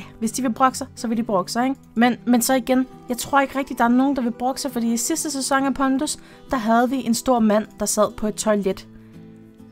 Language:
Danish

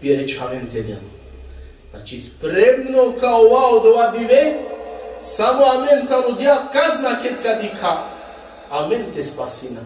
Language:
Balkan Romani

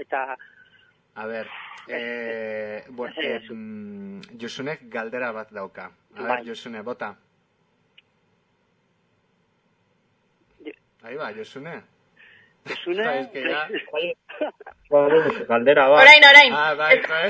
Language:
Basque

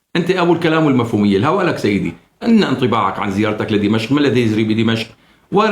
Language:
North Levantine Arabic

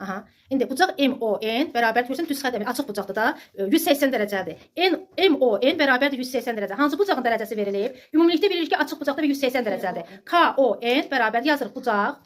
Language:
Azerbaijani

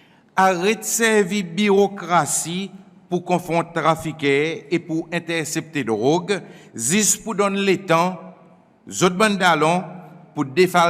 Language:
Seselwa Creole French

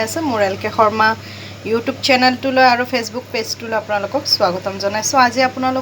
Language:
Assamese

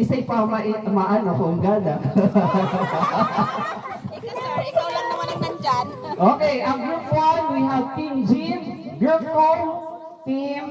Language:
Bikol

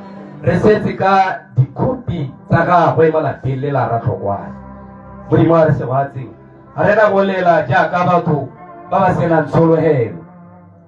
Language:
Tswana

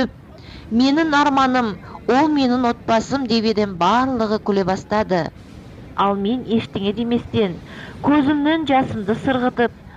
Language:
Kazakh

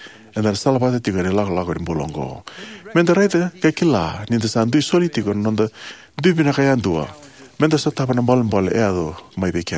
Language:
Fijian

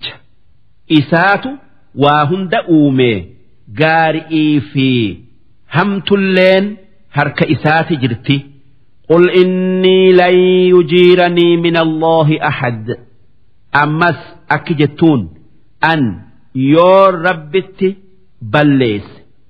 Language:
Oromo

